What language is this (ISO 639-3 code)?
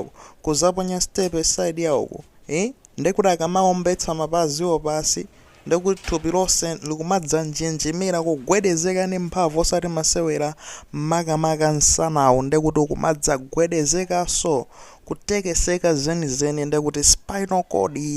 nya